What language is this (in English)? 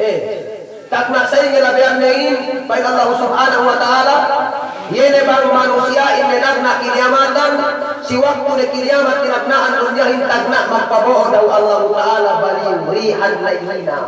Yakan